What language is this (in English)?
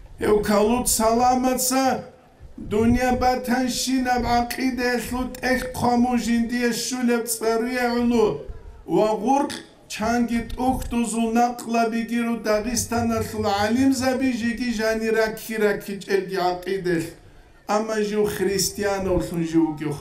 Avaric